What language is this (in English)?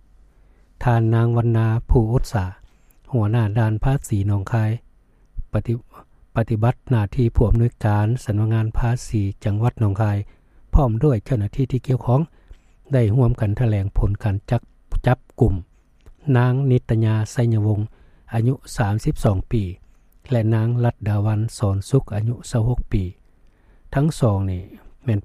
Lao